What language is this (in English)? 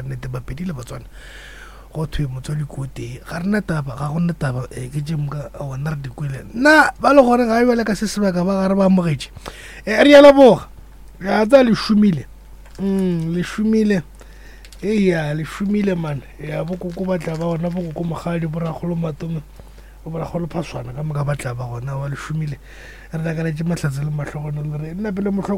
Northern Sotho